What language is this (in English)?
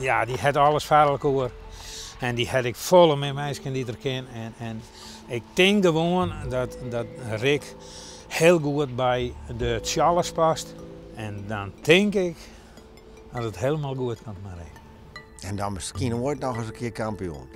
Western Frisian